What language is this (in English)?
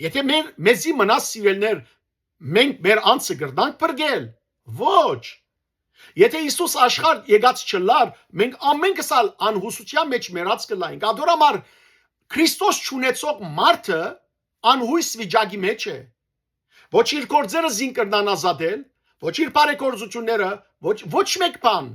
Western Armenian